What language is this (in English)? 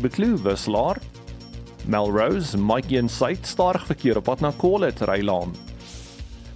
Afrikaans